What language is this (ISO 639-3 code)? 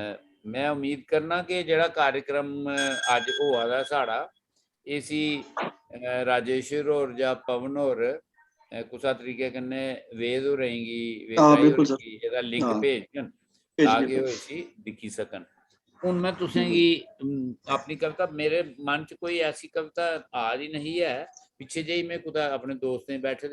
doi